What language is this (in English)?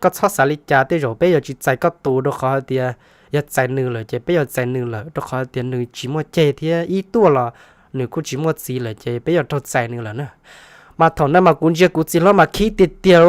Hmong